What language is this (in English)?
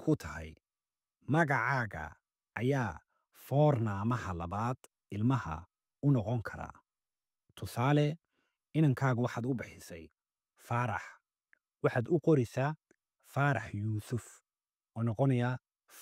Somali